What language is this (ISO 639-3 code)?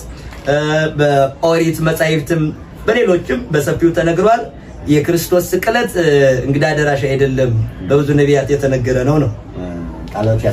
amh